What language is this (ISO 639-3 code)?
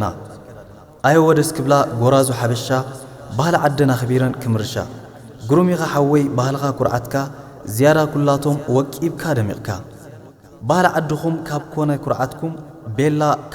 tir